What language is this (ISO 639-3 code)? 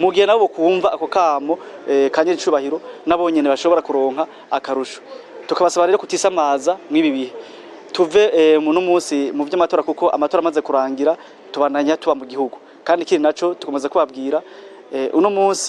run